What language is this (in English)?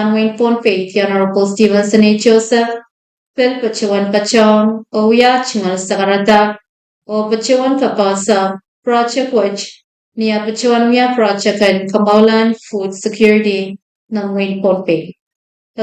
Pohnpeian